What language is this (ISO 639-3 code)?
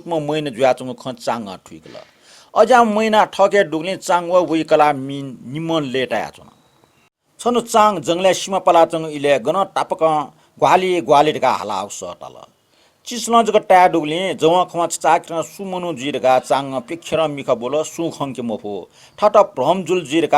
new